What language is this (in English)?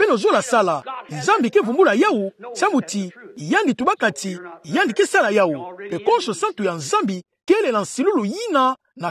Kituba (Democratic Republic of Congo)